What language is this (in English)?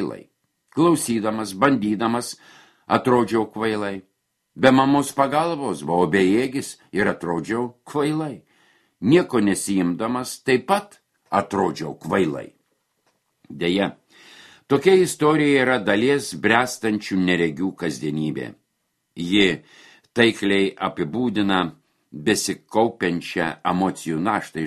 Lithuanian